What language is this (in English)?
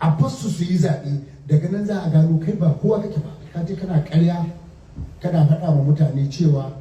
Hausa